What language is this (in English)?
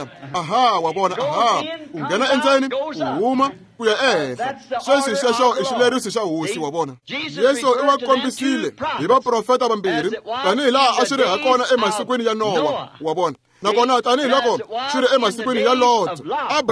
Tsonga